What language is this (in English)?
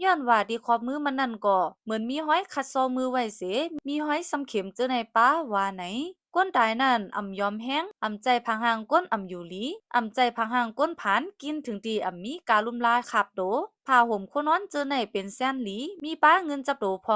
Shan